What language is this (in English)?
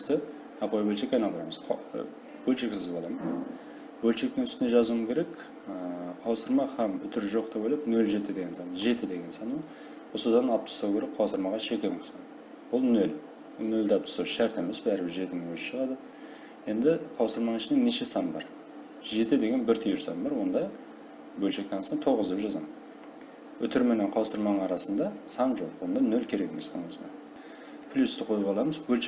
Kara-Kalpak